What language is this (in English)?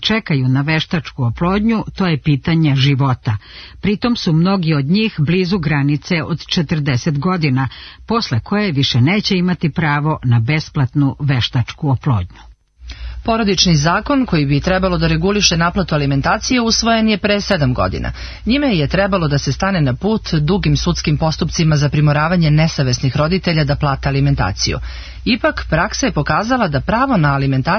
Serbian